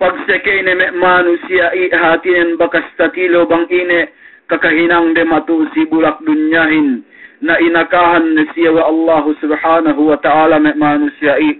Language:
Yakan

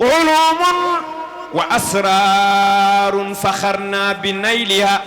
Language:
Fula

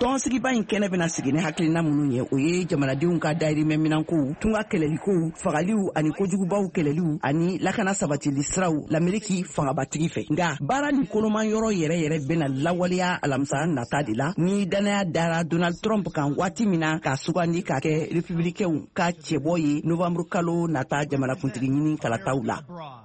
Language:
Bambara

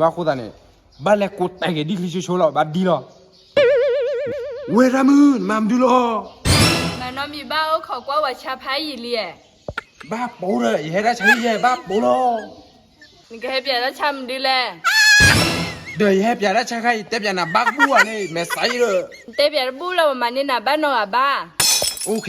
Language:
S'gaw Karen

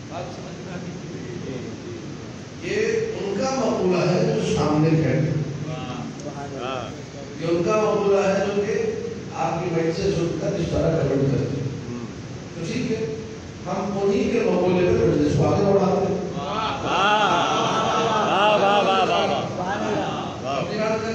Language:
Urdu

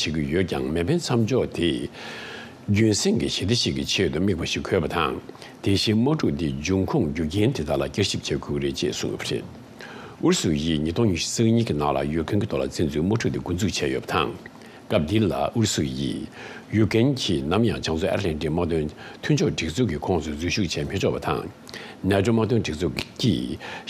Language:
Tibetan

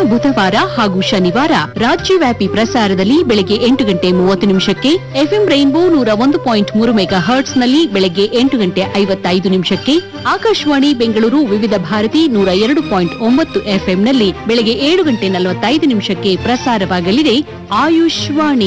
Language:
Kannada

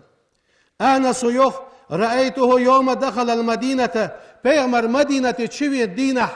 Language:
Ingush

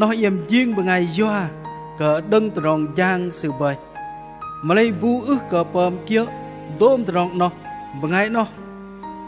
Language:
Bahnar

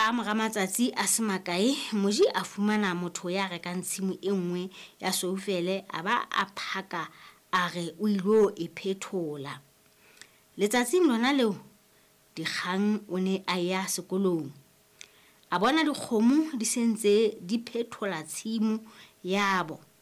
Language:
Southern Sotho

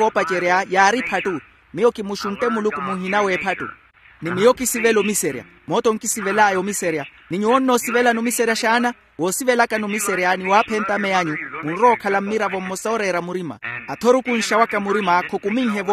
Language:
Makhuwa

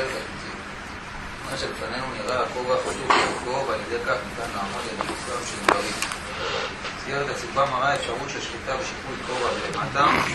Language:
Hebrew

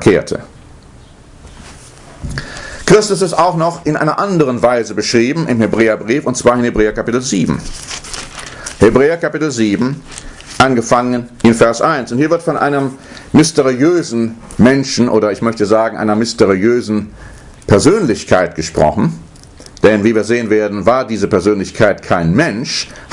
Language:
German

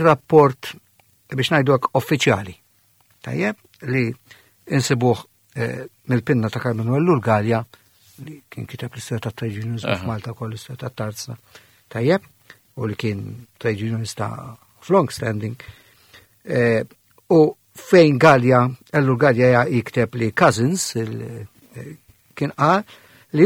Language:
Maltese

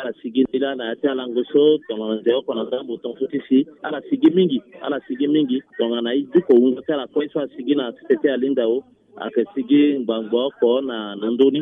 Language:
Sango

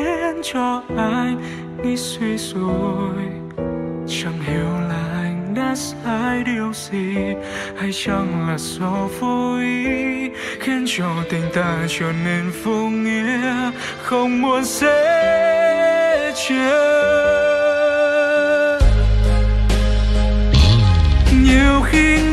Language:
Vietnamese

